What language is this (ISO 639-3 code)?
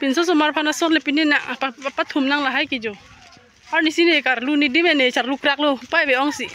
mjw